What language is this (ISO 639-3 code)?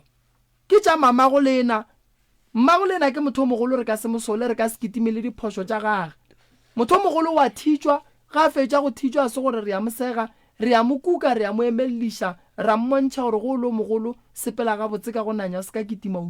nso